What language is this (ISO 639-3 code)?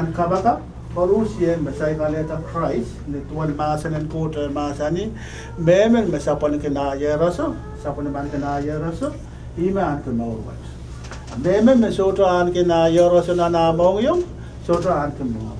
pon